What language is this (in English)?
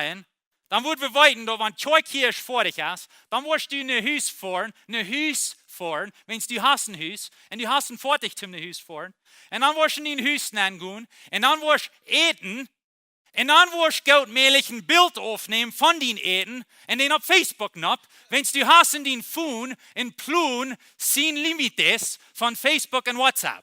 Plautdietsch